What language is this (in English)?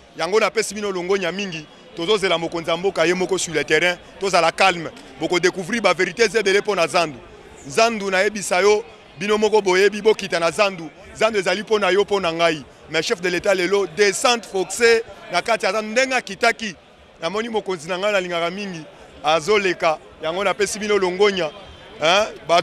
Lingala